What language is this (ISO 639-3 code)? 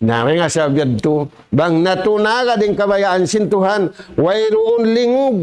tsg